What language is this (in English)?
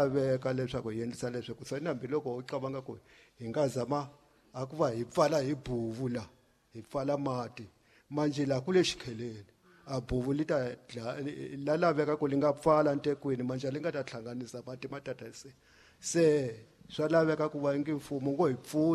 Tsonga